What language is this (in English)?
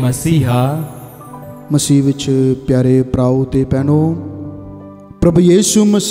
Punjabi